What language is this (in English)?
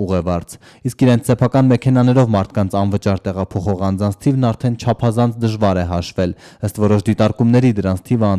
Armenian